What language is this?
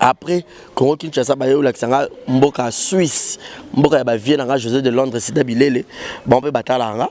Lingala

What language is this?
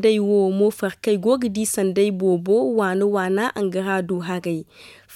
Zarma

